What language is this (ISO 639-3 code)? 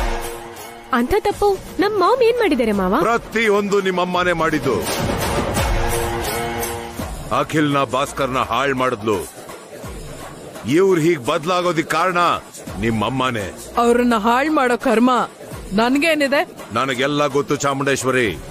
kan